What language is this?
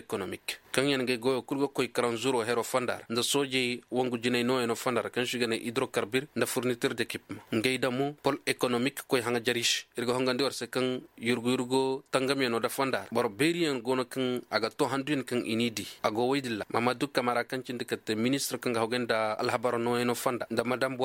Koyraboro Senni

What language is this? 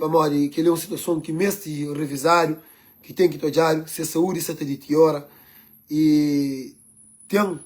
Kabuverdianu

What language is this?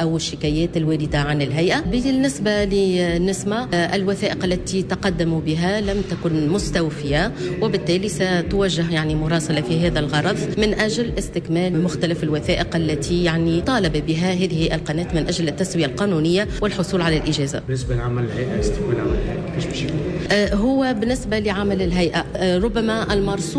Tunisian Arabic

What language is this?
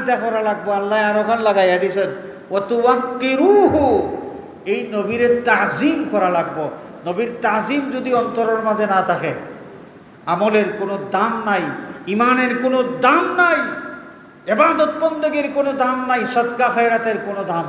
Sylheti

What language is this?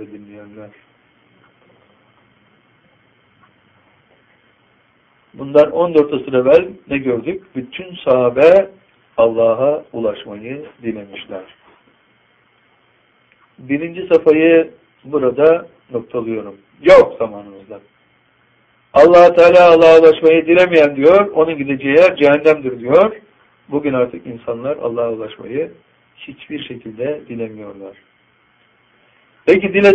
Turkish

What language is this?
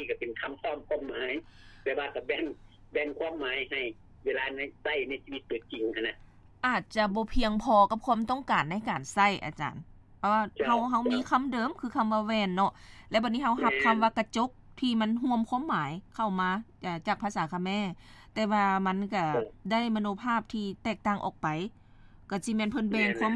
Lao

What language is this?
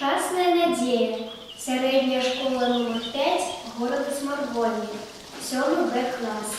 Belarusian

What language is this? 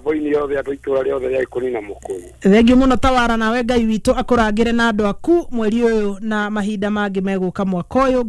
Kikuyu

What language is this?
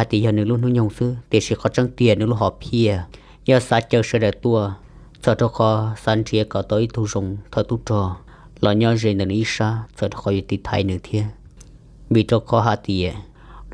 Hmong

